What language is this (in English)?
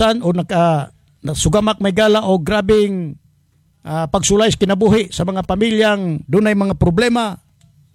Cebuano